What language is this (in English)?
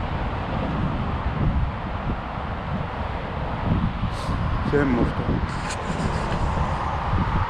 Finnish